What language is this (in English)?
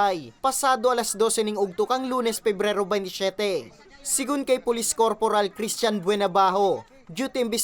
Bikol